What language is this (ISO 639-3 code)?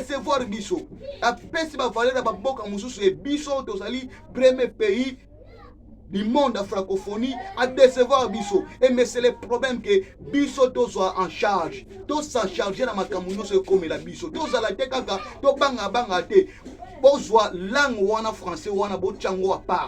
lin